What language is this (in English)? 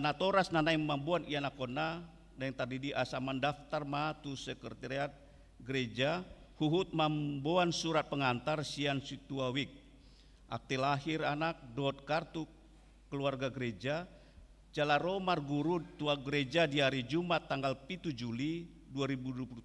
Batak Toba